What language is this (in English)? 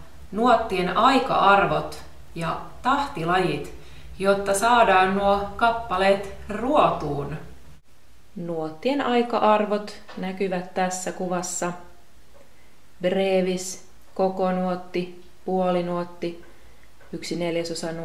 Finnish